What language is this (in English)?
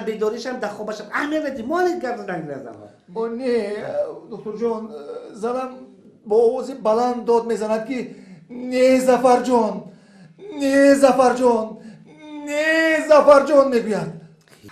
Tajik